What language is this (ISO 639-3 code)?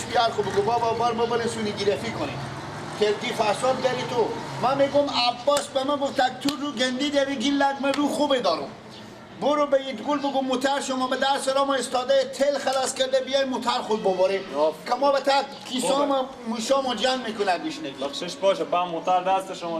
fas